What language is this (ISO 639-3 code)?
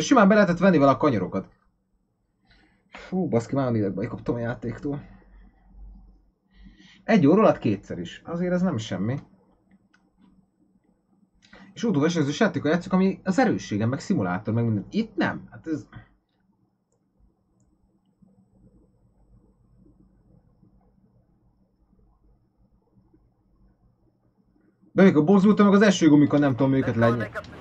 hun